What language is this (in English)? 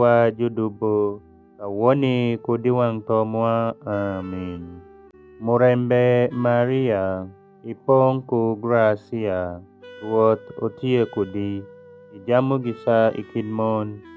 Alur